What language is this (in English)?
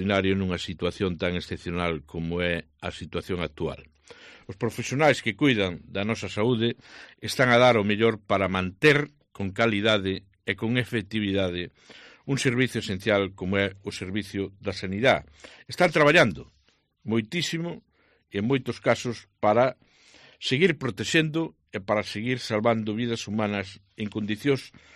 Galician